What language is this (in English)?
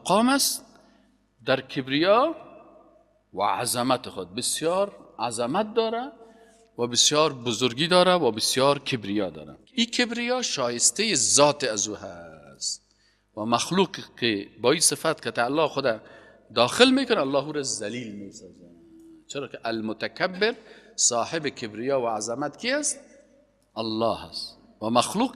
Persian